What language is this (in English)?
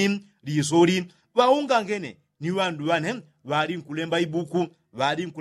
Yao